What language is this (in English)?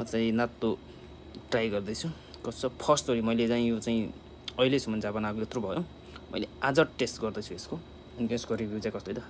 Nepali